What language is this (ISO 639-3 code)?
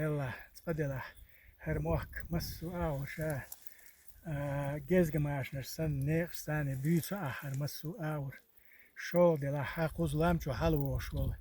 che